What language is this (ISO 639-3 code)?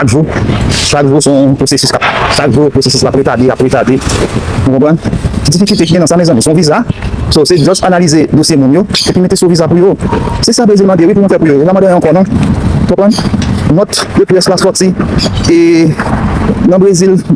hat